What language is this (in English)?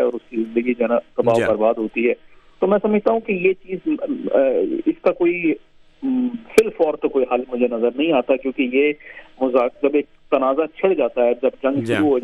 Urdu